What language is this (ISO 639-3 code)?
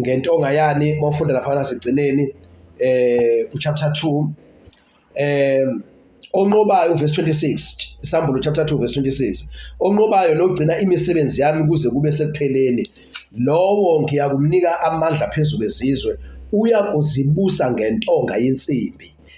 zul